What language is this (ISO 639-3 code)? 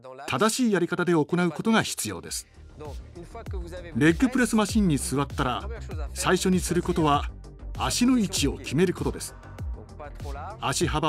jpn